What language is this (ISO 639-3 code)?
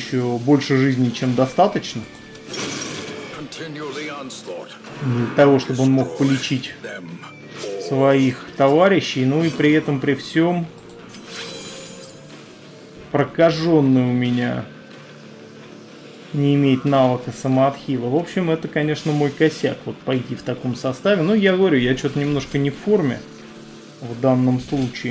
rus